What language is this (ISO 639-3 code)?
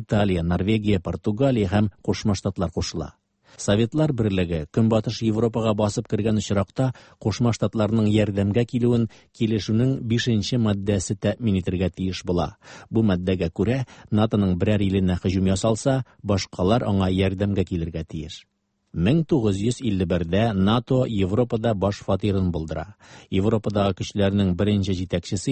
tat